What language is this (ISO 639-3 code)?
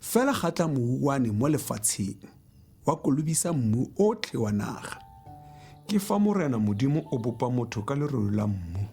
tsn